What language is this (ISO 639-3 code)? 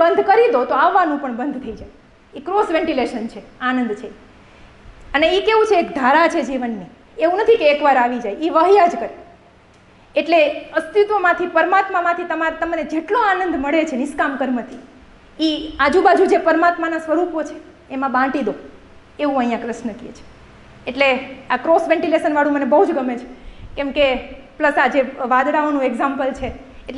guj